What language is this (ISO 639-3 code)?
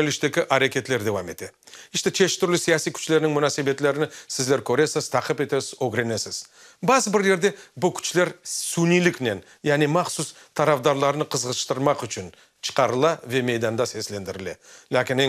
crh